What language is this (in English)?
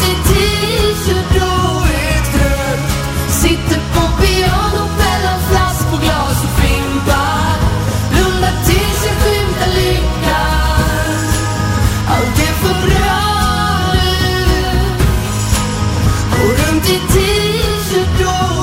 Swedish